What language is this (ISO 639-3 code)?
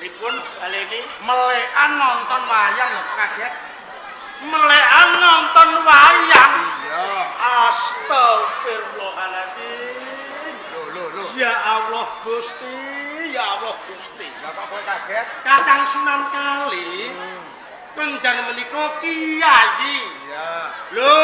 jav